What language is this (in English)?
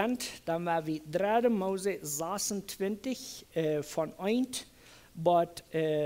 Plautdietsch